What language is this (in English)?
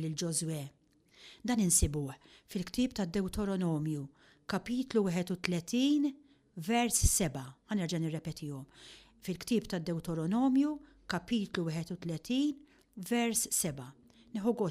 Maltese